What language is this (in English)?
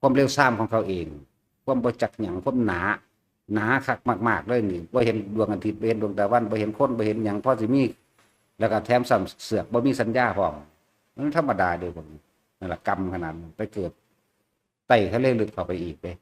Northeastern Thai